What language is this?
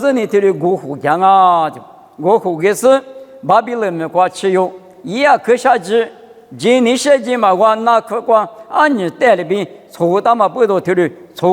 Lisu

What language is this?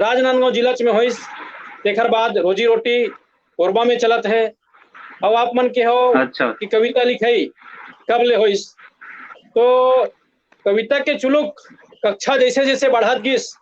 Chhattisgarhi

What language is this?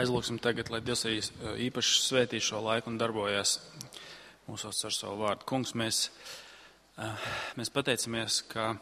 Latvian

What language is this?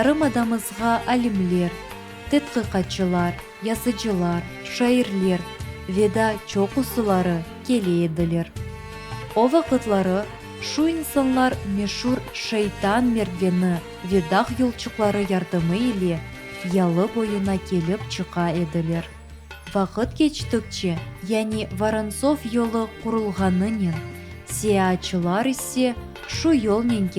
Crimean Tatar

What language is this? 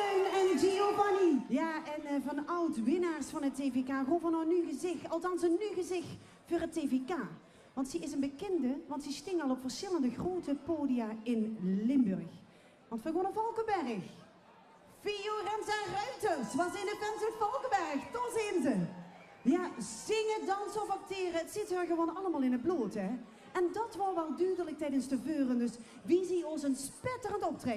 Limburgish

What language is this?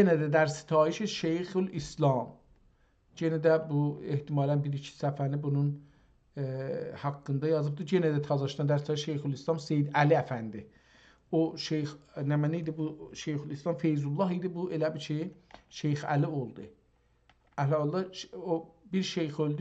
South Azerbaijani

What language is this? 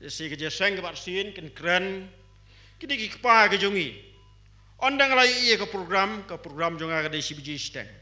Khasi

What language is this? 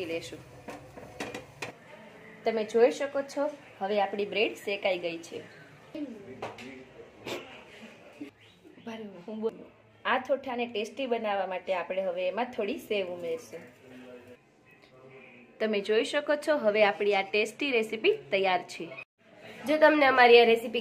Gujarati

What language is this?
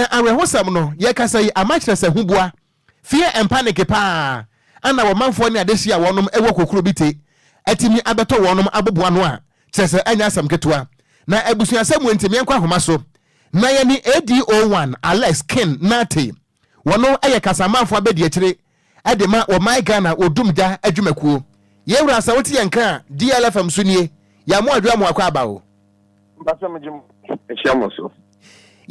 Akan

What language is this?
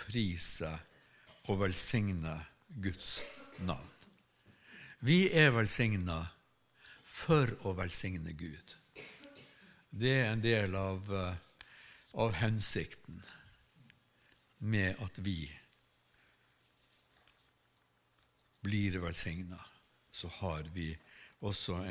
Norwegian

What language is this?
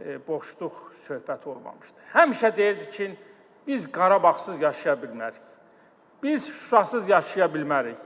Azerbaijani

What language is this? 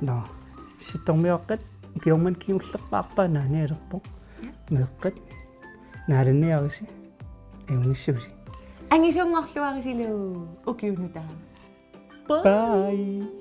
Kalaallisut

